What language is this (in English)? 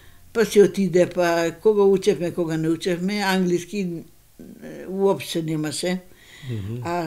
Macedonian